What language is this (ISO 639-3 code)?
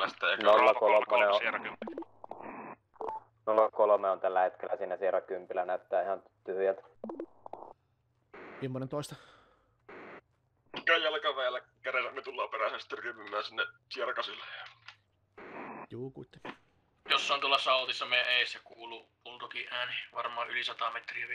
fin